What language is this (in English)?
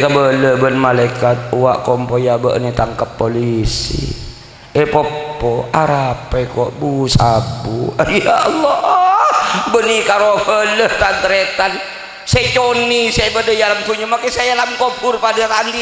Madurese